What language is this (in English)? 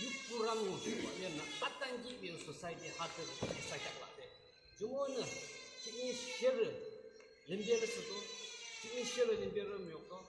Yimchungru Naga